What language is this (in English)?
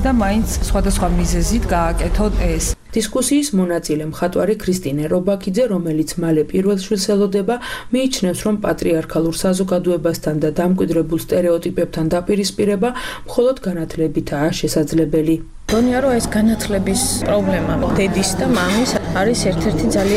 Georgian